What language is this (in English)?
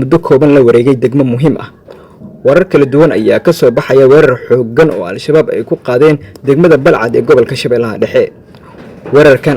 Somali